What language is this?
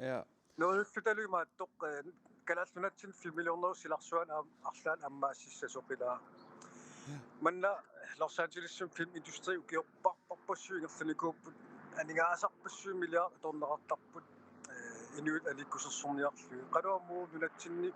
Kalaallisut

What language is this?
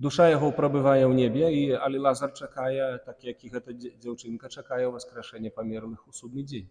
Belarusian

